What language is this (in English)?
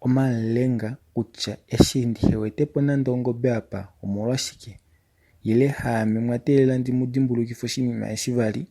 Kuanyama